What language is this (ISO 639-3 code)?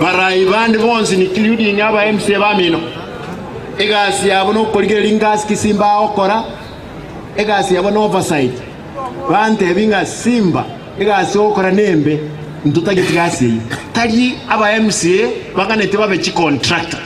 guz